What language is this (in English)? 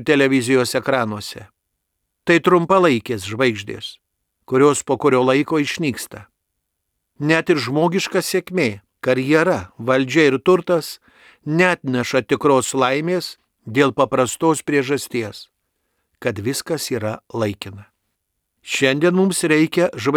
Lithuanian